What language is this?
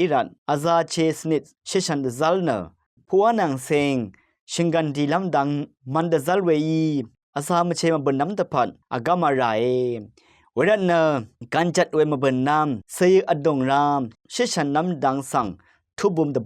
Rawang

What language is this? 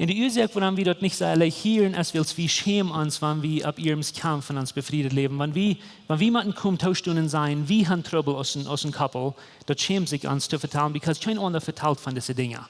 Plautdietsch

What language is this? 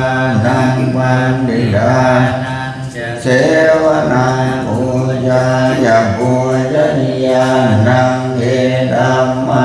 Pali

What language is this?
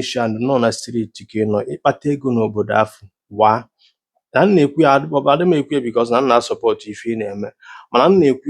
Igbo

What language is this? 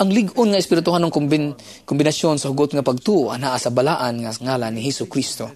Cebuano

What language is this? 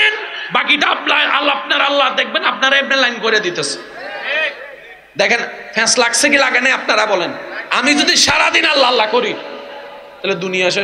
Bangla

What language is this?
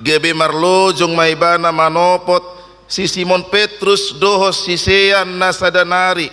Batak Toba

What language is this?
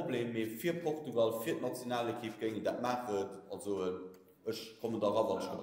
Luxembourgish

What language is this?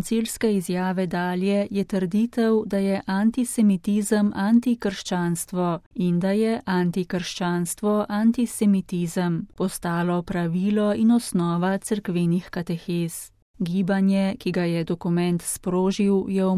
Slovenian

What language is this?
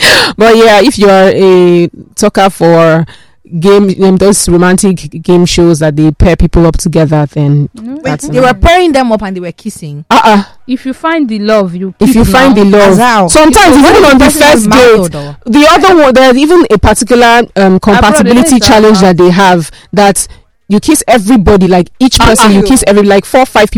English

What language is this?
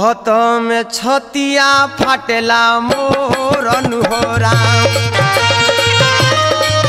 Bhojpuri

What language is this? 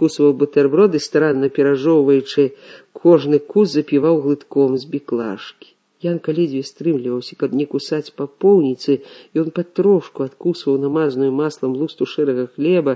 Belarusian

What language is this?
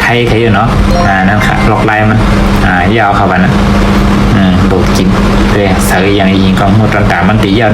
Shan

